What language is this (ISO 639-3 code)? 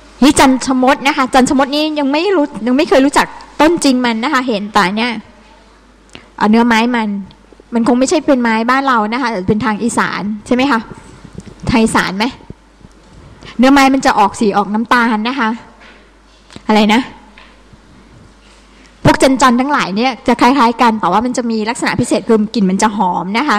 tha